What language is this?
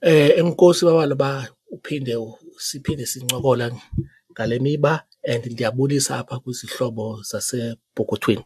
Xhosa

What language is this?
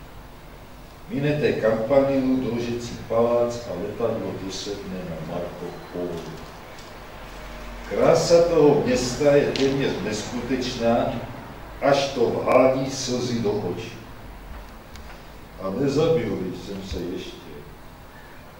Czech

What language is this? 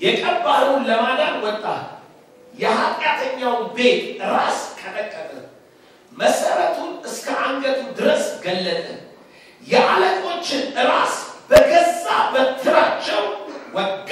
Amharic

